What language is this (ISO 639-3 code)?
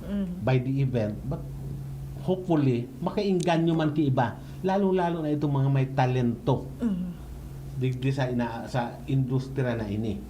bik